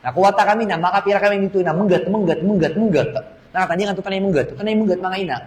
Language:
Maranao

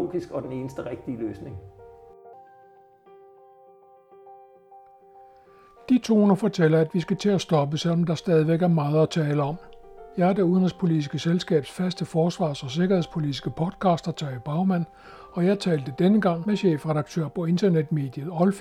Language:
Danish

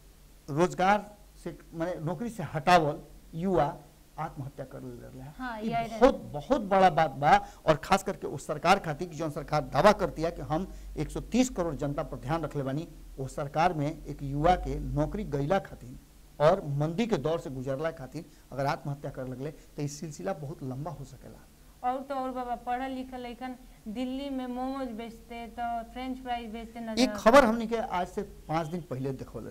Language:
Bhojpuri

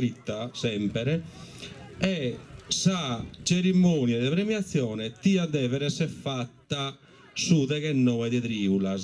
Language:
Sardinian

